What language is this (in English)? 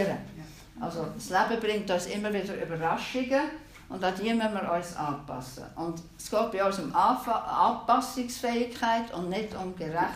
German